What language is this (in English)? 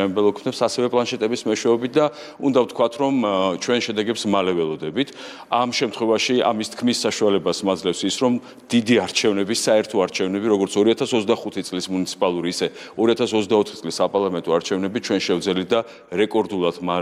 Georgian